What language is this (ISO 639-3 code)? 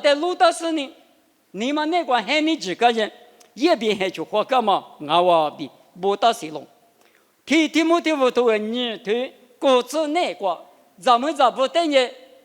lis